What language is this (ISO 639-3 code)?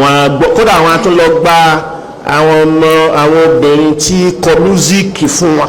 yor